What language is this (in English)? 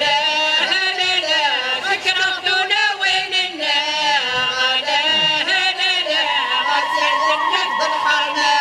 Kabyle